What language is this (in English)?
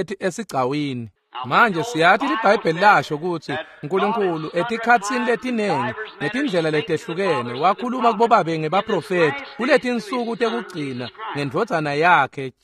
Swati